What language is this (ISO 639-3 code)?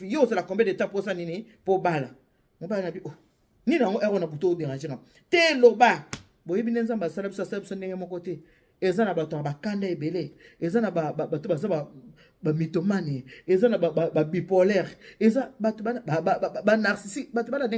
lin